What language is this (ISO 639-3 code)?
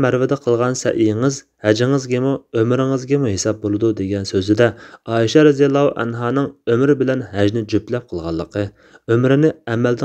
uig